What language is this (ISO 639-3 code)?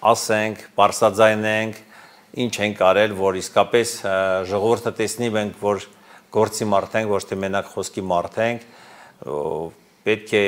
hye